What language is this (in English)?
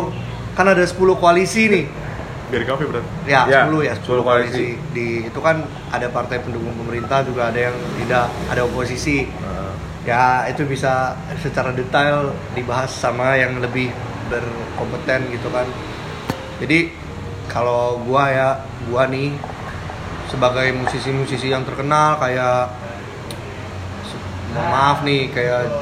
Indonesian